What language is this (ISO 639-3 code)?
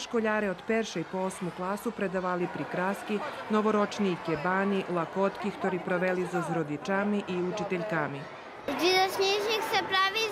rue